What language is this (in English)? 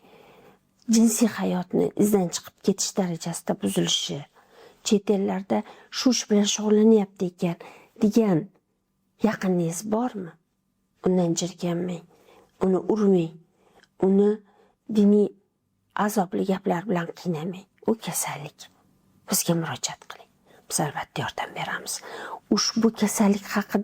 Uzbek